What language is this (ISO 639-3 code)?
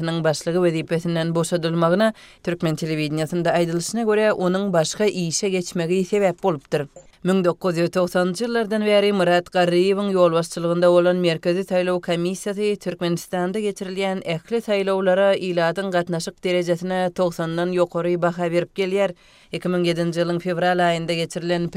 tuk